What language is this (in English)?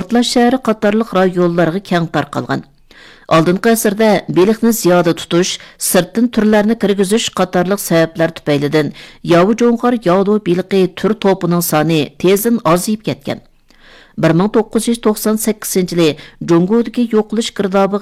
Uyghur